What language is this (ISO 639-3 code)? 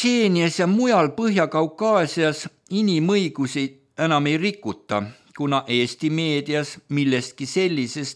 est